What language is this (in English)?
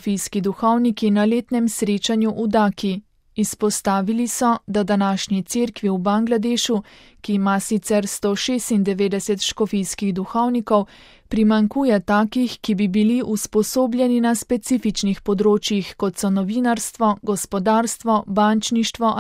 Slovenian